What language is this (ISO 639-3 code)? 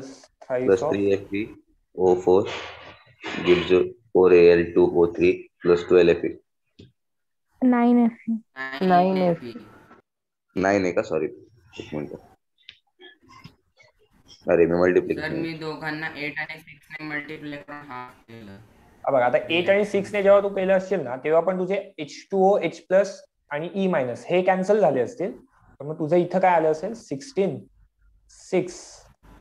mar